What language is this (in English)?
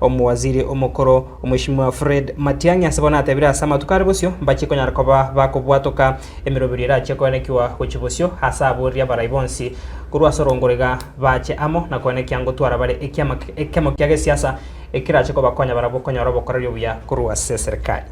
Gusii